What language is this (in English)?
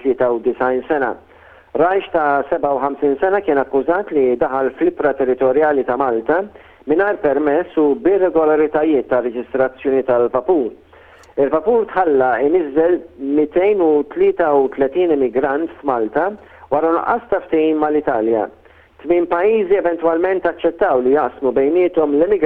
Maltese